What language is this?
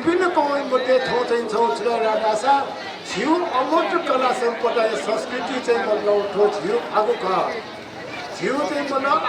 Newari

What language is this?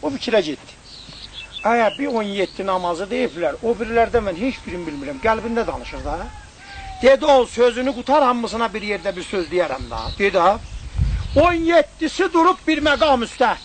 South Azerbaijani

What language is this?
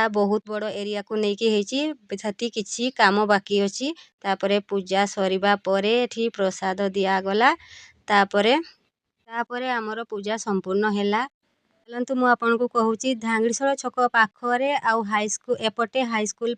Odia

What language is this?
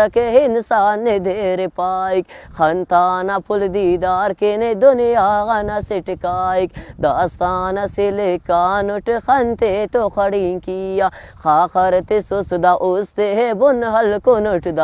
Brahui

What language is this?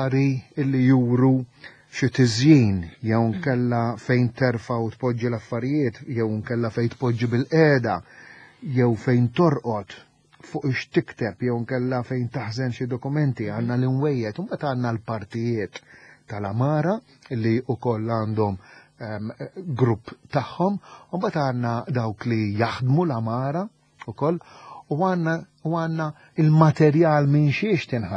Maltese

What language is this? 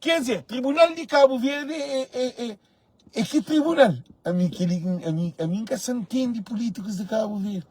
Kabuverdianu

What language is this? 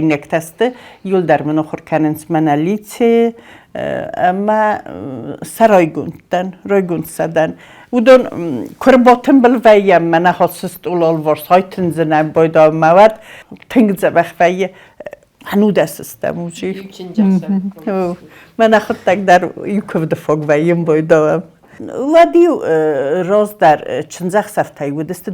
Ossetic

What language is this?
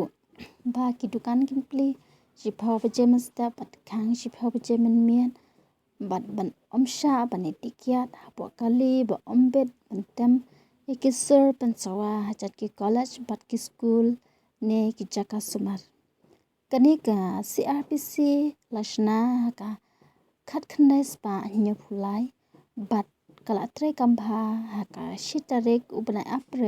Khasi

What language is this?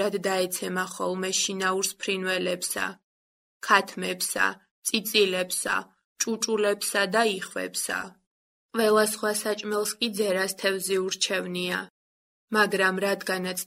Georgian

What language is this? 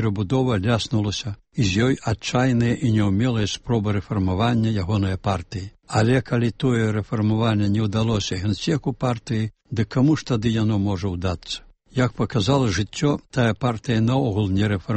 Belarusian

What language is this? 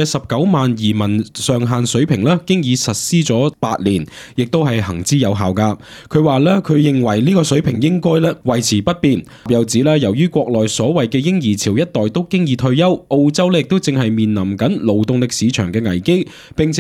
Cantonese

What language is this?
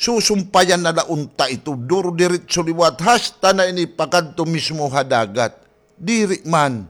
Waray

